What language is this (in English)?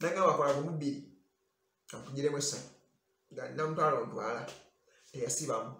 Ganda